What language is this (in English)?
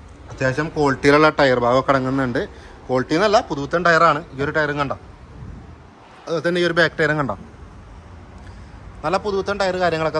Malayalam